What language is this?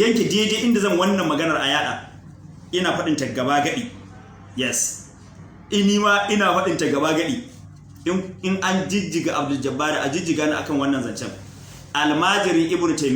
Hausa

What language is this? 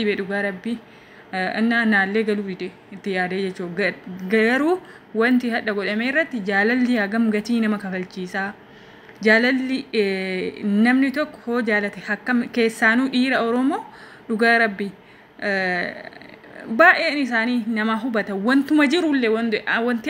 Oromo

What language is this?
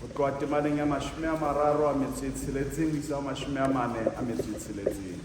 Southern Sotho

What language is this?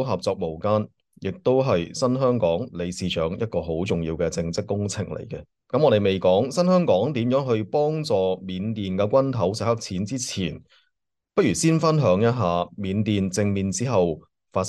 Cantonese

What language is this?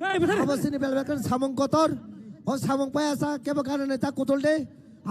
Kok Borok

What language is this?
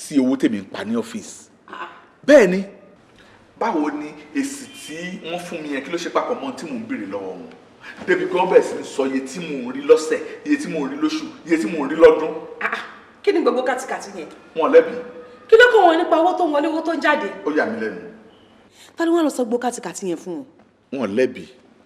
Yoruba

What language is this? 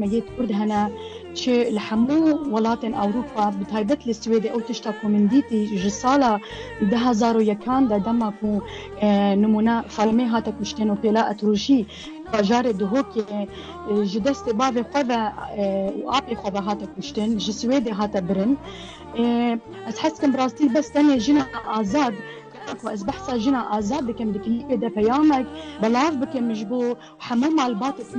Kurdish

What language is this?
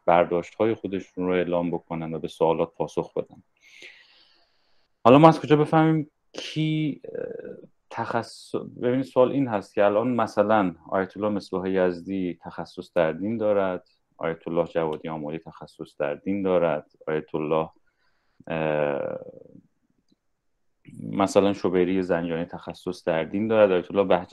Persian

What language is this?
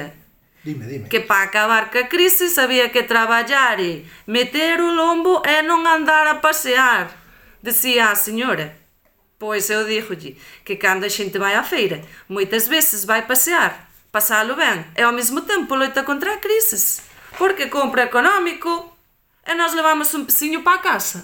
Galician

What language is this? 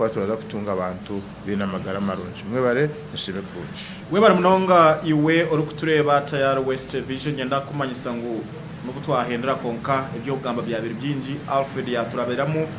Nyankole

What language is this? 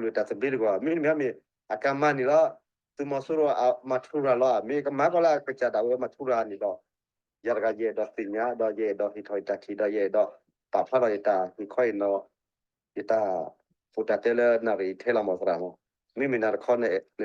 S'gaw Karen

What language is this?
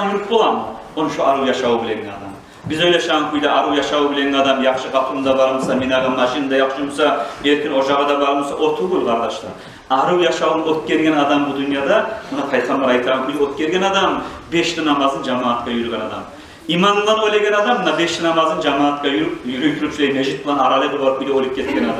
Kumyk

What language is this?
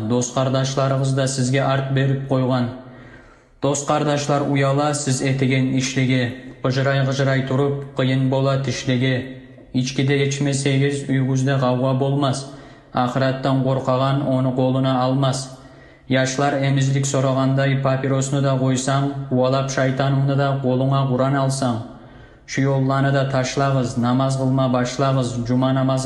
Kumyk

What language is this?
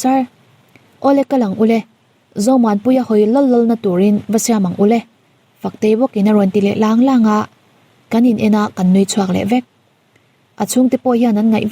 Mizo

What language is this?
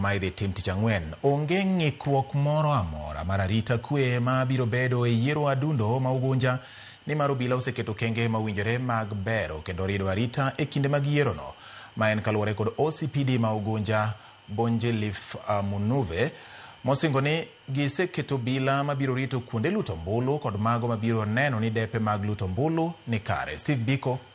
Luo (Kenya and Tanzania)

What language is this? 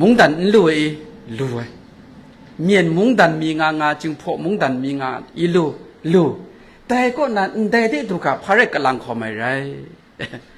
Kachin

